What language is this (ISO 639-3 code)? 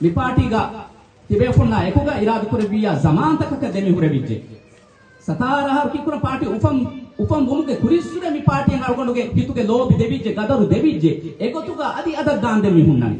div